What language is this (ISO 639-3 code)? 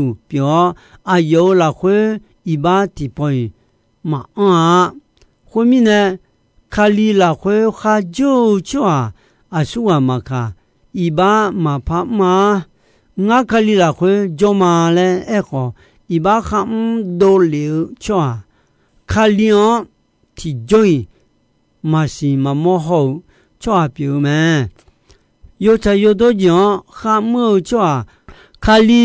ahk